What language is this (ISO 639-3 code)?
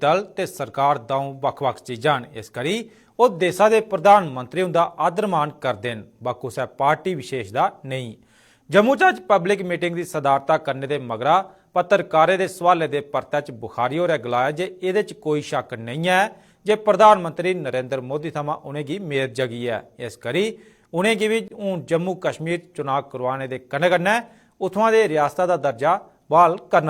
doi